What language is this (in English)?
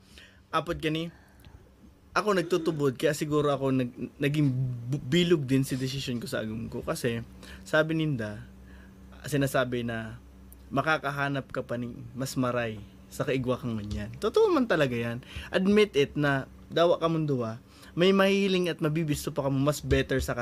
Bikol